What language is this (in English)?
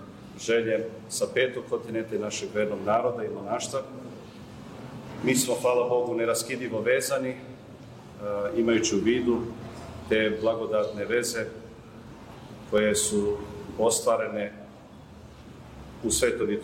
Serbian